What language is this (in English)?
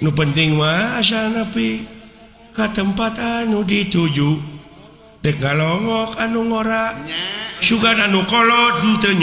Sundanese